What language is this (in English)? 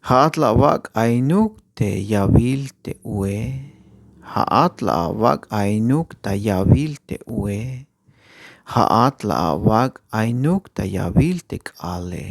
Tzeltal